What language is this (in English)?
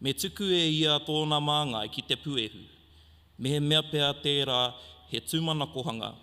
Māori